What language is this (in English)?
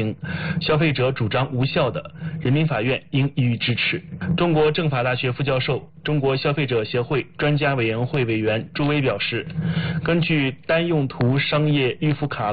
Chinese